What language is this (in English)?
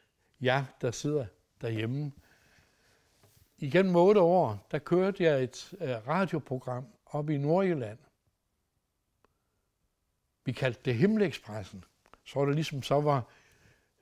Danish